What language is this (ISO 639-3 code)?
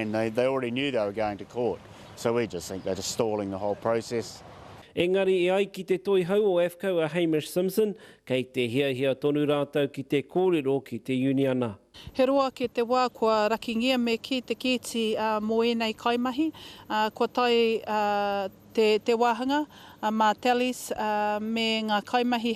mri